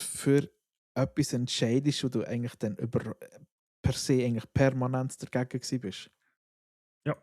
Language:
Swiss German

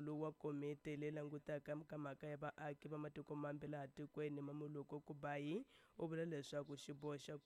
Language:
Tsonga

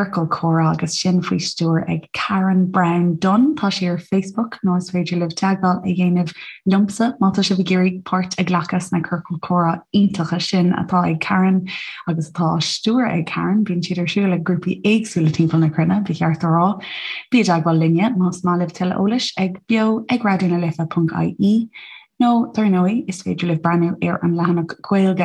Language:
Irish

